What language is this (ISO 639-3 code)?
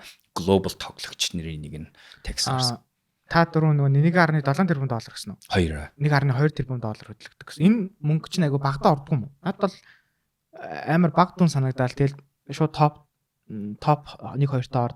mon